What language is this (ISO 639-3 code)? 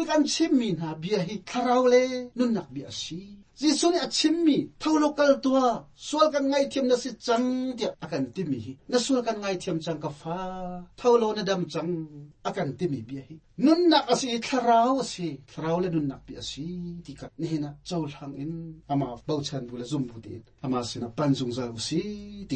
cnh